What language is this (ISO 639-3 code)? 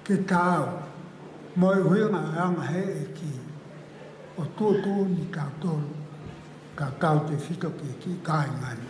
ton